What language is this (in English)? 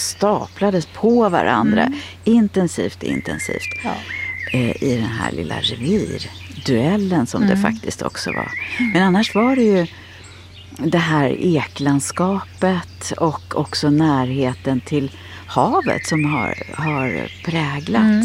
Swedish